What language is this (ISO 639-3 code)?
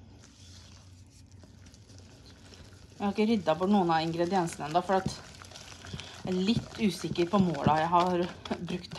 nor